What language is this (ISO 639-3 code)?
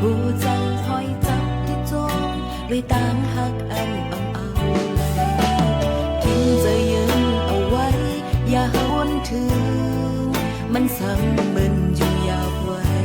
shn